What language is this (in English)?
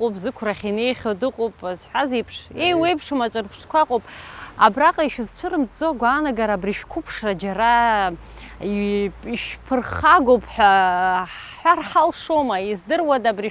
Abkhazian